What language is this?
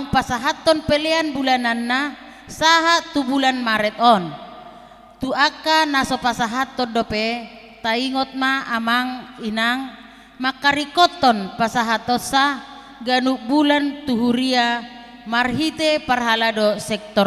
Batak Toba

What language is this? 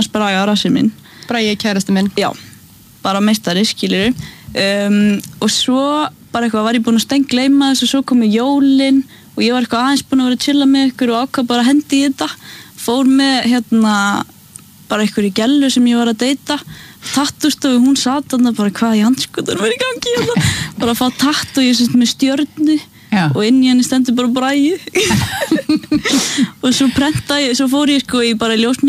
Icelandic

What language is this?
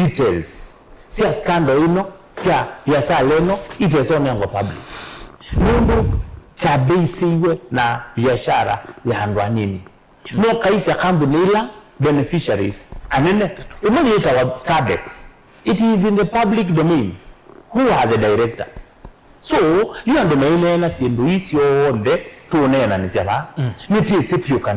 Kamba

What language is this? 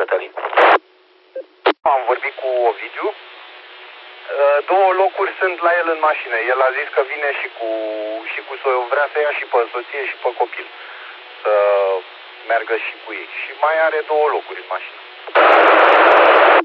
Romanian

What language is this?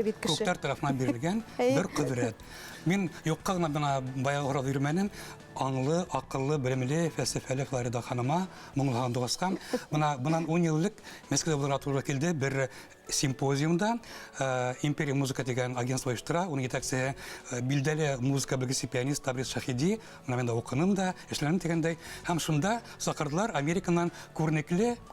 Bashkir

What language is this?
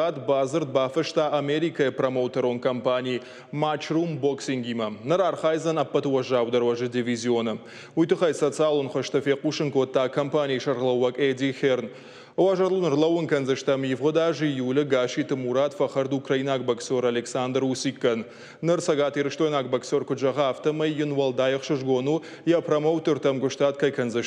Ossetic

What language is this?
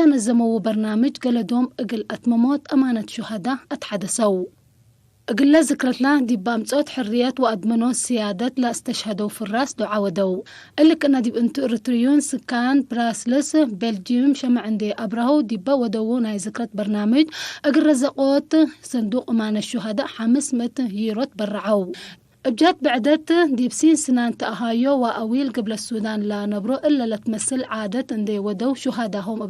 Tigre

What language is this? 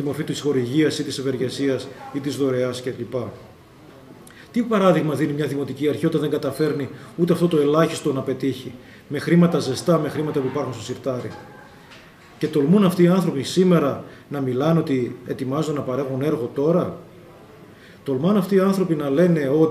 Greek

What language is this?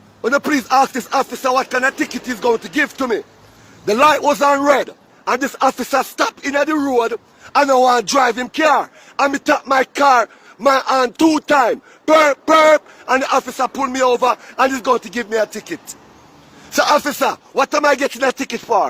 Jamaican Creole English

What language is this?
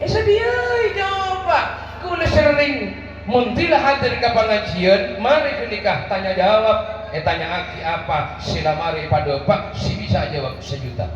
Madurese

